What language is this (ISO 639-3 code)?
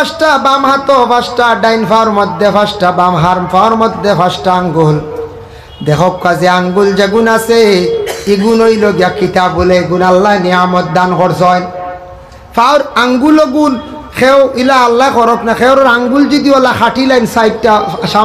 syl